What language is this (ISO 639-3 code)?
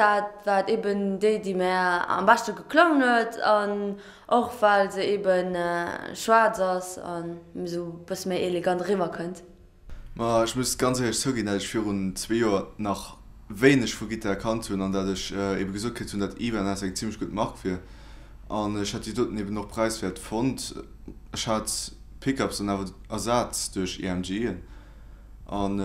ltz